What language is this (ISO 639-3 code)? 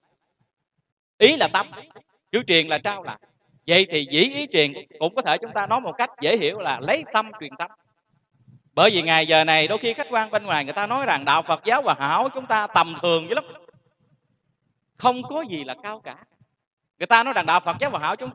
vie